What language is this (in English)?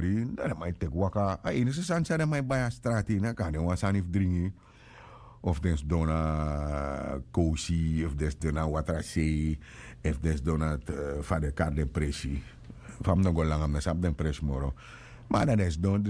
Sranan Tongo